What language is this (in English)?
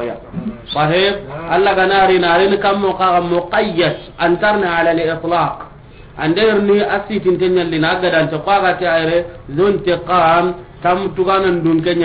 Soninke